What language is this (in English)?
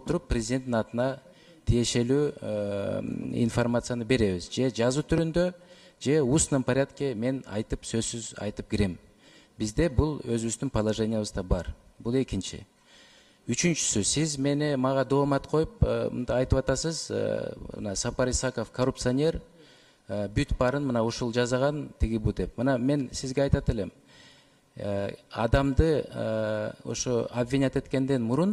Kyrgyz